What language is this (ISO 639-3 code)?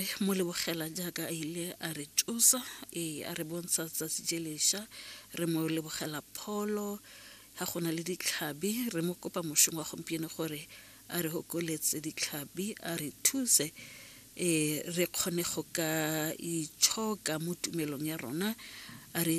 tsn